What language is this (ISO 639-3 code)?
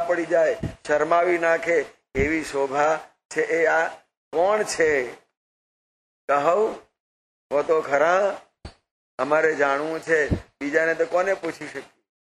guj